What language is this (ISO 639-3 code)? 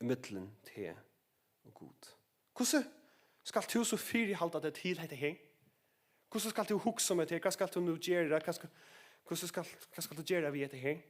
fao